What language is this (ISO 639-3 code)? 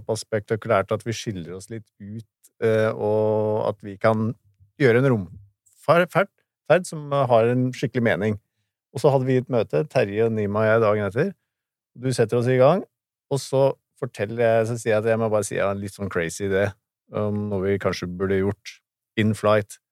nor